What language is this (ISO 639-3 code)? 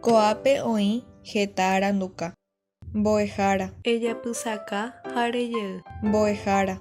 grn